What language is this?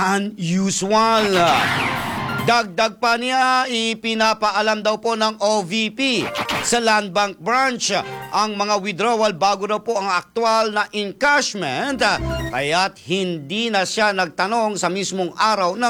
Filipino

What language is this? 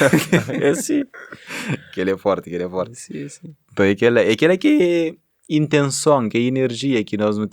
Kabuverdianu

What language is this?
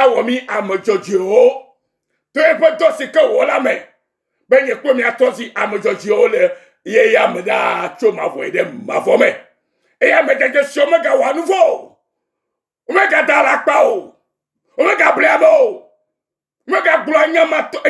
Ewe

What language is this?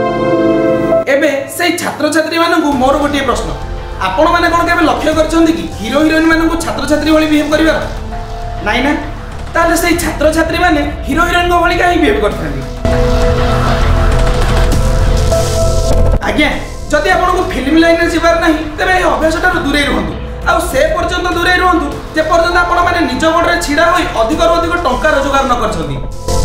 Odia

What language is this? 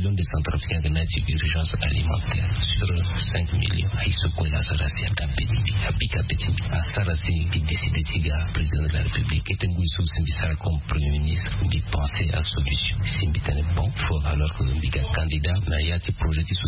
Sango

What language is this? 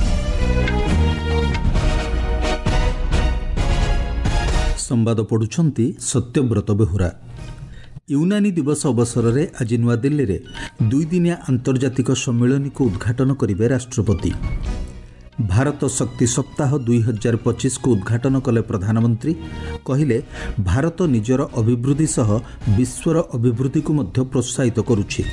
Odia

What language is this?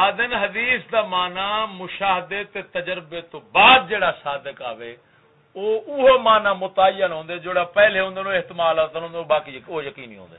Saraiki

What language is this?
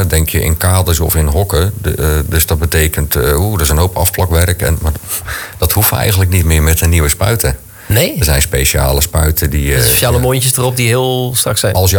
Dutch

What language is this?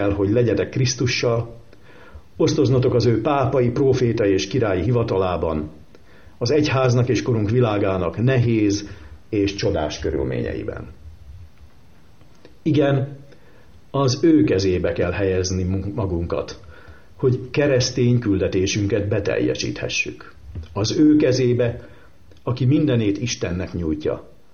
Hungarian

